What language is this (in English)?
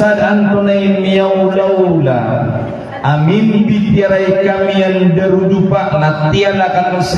Maranao